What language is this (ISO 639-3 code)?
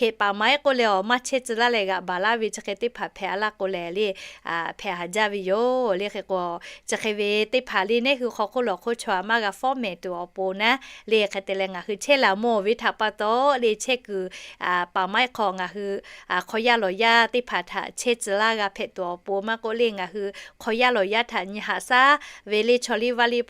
lhu